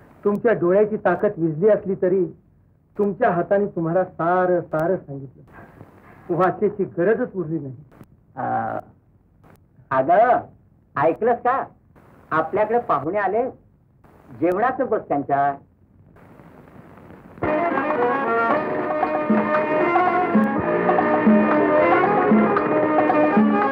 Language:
Marathi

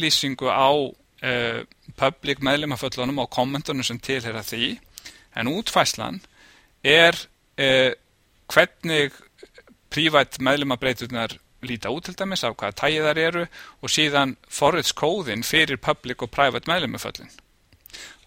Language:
Icelandic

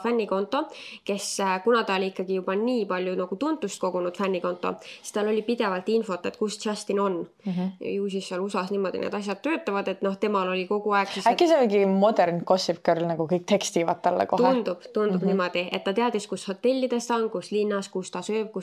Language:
Estonian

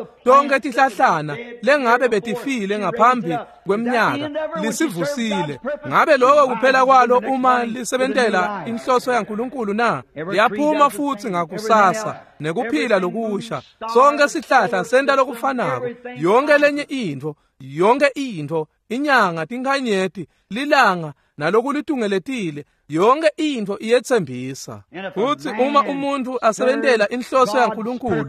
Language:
Swati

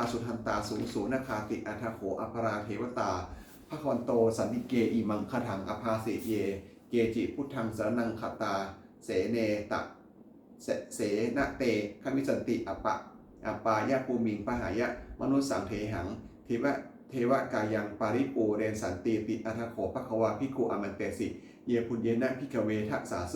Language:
Pali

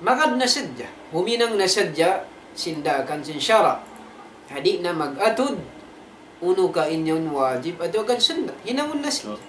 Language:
Tausug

